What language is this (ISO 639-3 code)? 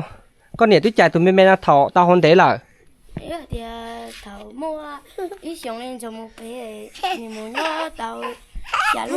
hmn